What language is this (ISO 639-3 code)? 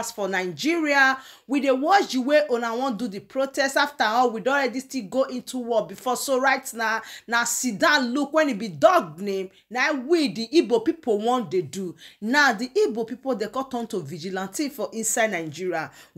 pcm